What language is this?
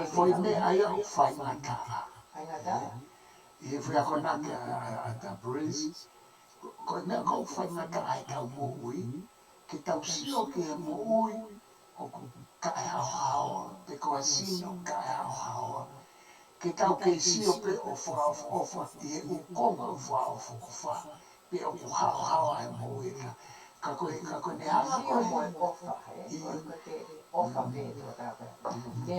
Tongan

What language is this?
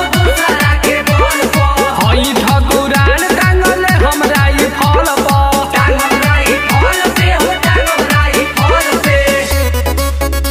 Bhojpuri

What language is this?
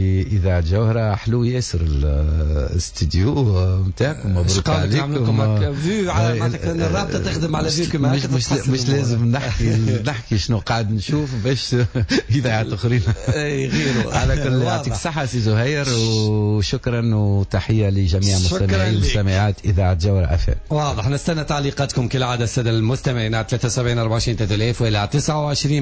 Tunisian Arabic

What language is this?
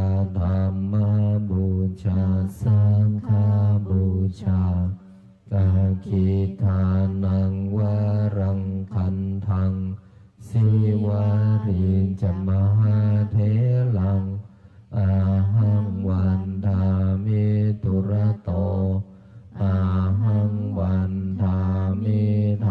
Pali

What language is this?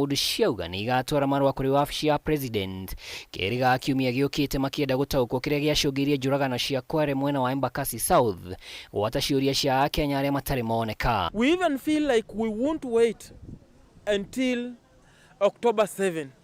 Kikuyu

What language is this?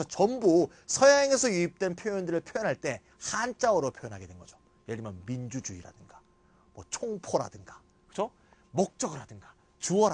Korean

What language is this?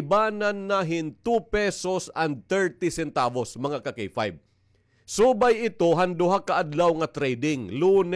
Waray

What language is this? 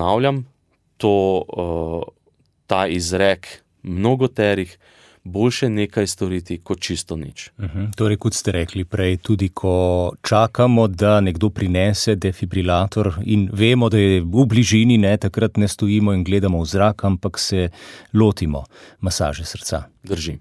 Slovenian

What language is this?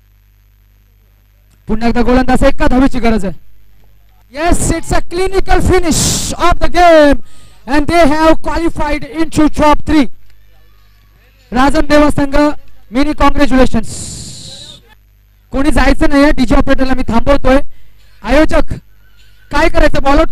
Marathi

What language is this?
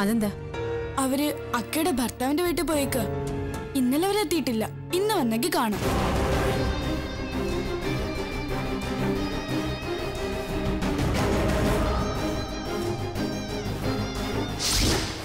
Malayalam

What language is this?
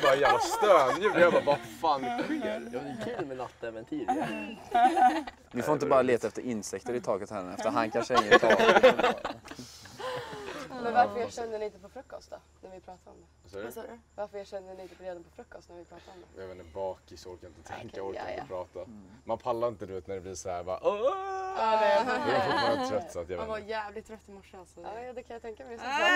Swedish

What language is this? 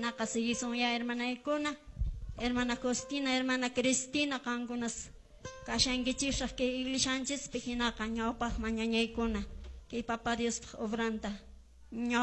Quechua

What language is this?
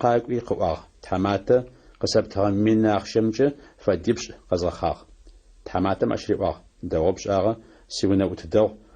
Adyghe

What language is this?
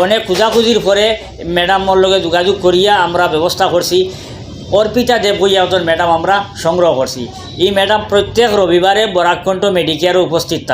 Sylheti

